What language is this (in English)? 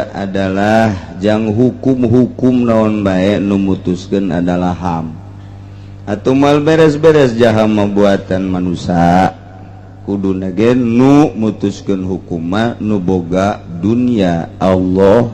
Sundanese